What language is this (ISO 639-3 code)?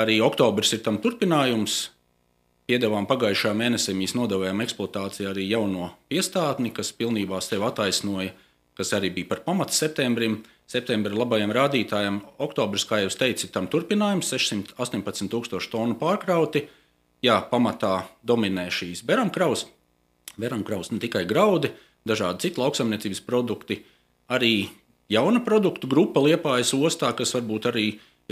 lav